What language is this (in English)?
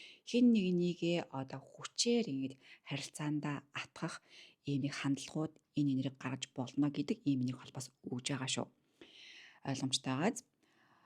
Mongolian